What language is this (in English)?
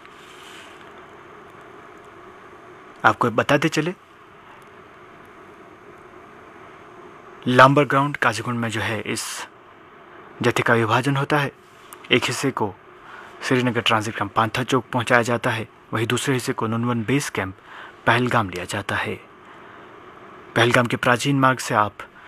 Hindi